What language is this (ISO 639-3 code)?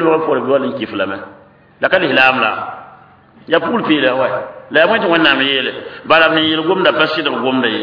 mos